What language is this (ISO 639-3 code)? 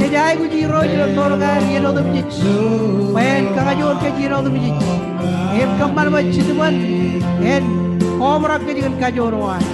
mah